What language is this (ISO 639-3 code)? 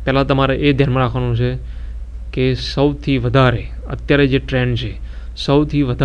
guj